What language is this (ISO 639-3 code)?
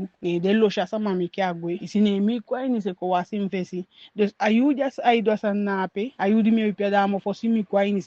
djk